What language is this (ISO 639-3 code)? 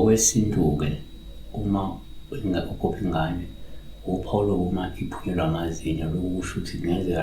zul